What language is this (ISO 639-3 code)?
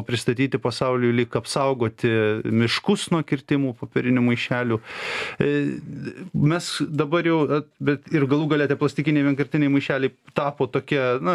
lit